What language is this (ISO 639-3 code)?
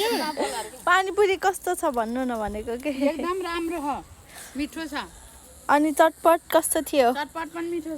nep